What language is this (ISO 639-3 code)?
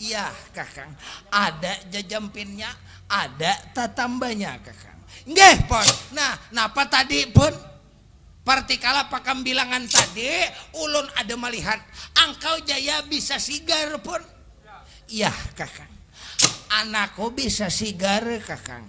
bjn